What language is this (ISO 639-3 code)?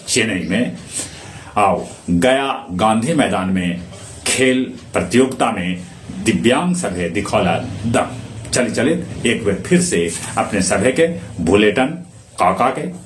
mag